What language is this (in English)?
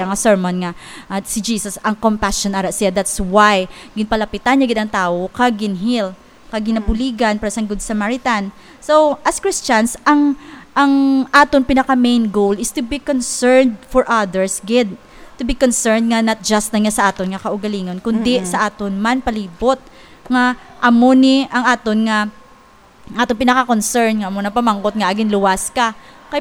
Hiligaynon